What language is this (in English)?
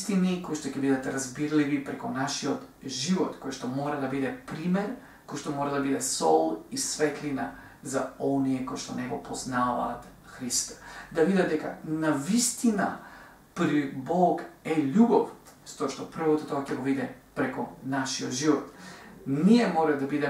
Macedonian